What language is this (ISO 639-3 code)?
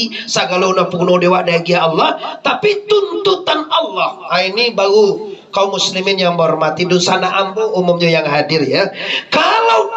min